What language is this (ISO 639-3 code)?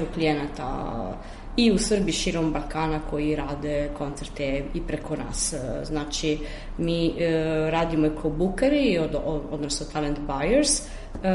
srp